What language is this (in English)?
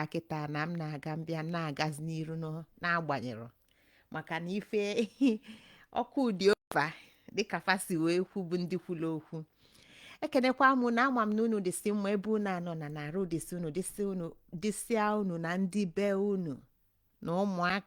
Igbo